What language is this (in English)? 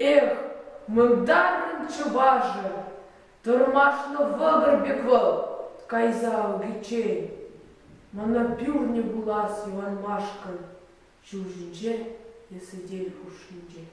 Chuvash